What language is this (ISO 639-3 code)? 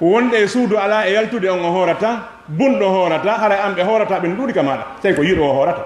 ful